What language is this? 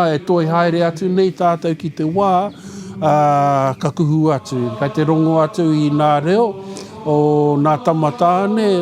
Māori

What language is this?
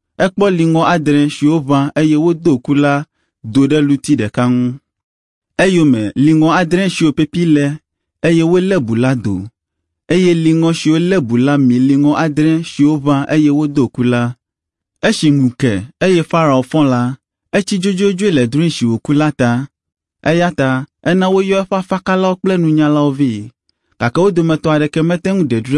Ewe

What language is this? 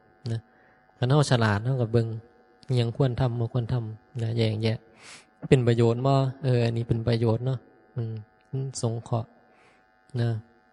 Northeastern Thai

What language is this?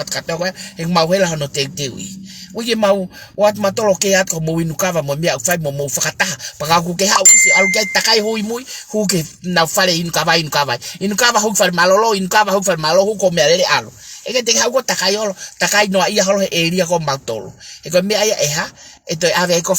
Tongan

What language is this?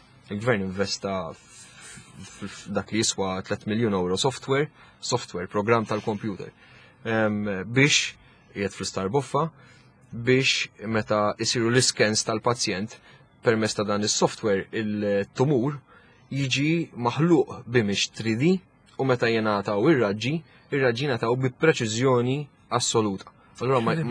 Maltese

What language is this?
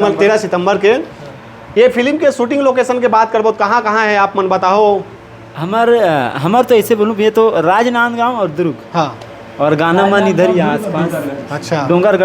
Chhattisgarhi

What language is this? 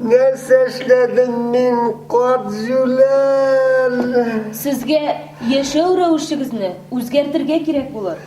Tatar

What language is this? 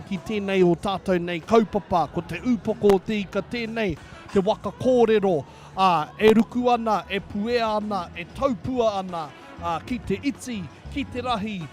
Māori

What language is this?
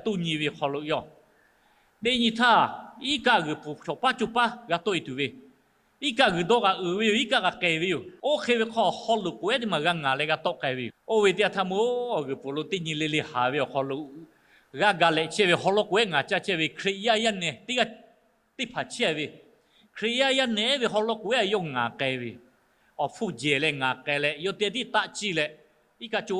Lahu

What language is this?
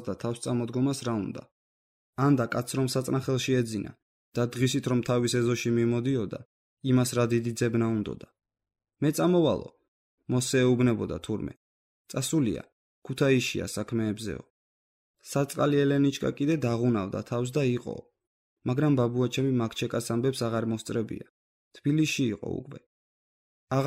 Georgian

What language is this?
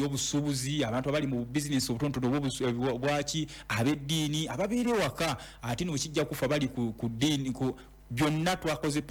Ganda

